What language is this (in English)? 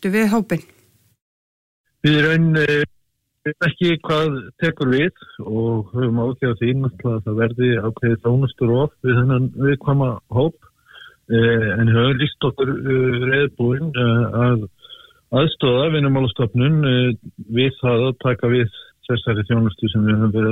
Icelandic